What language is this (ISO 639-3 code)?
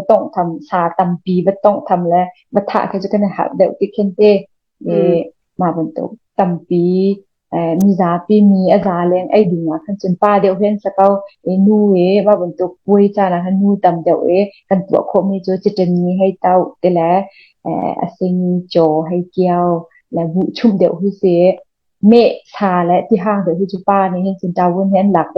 cnh